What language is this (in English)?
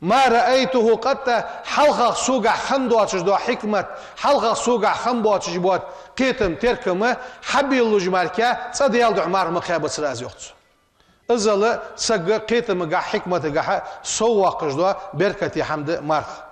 Ingush